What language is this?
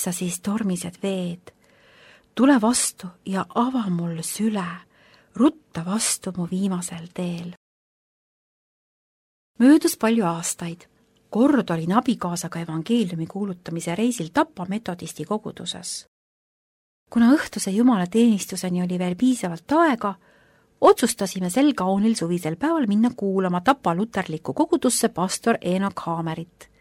Estonian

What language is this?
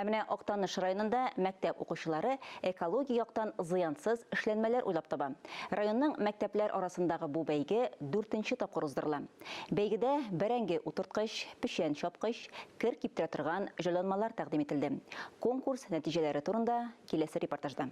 Tatar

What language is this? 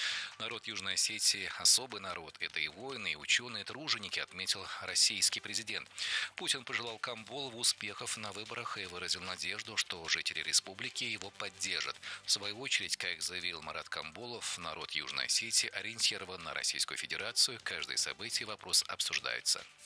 Russian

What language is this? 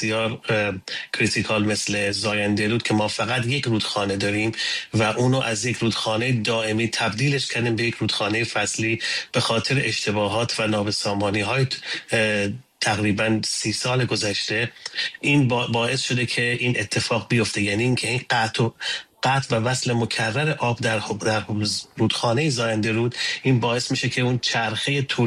Persian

